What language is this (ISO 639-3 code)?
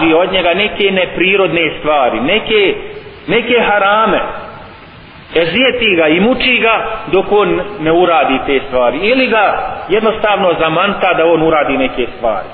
bos